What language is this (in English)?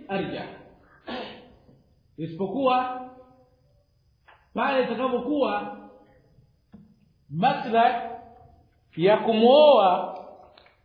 Swahili